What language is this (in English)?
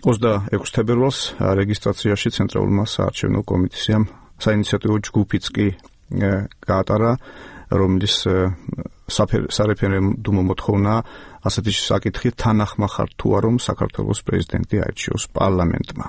Georgian